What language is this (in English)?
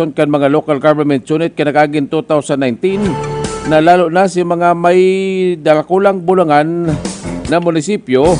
Bikol